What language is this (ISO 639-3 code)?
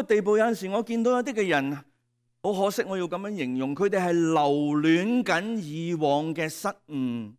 yue